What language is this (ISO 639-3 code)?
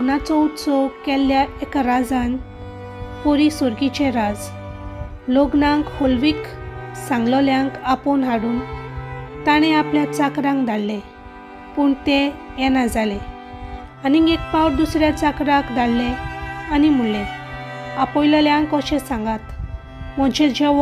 kok